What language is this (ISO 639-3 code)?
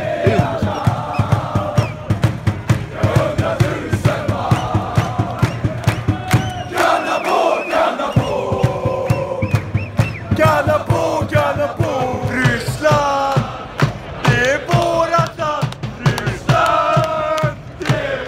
swe